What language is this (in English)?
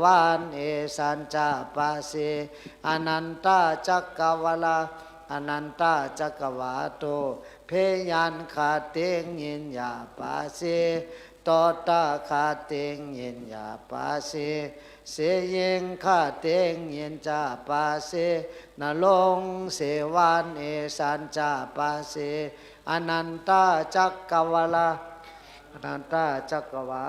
Shan